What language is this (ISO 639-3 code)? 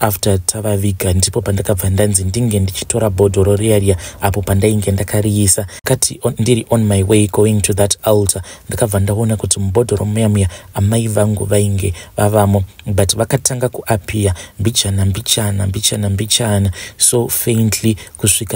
sna